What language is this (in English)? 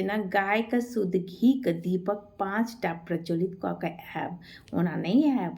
Maithili